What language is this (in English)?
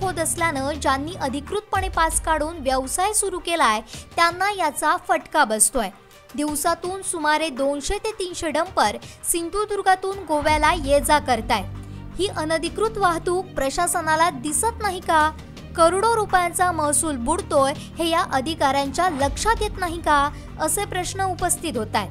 Marathi